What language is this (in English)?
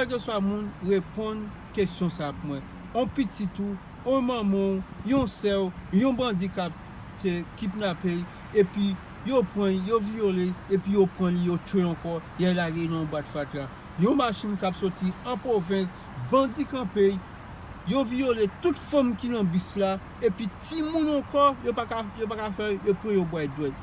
Haitian Creole